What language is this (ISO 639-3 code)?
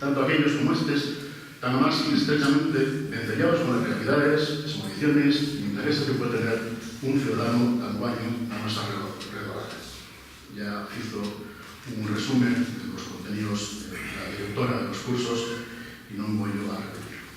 ast